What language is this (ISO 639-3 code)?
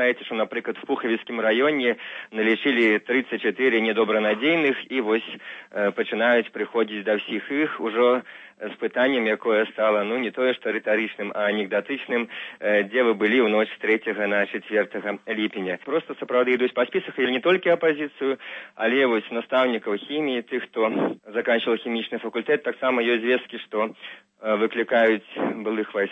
bel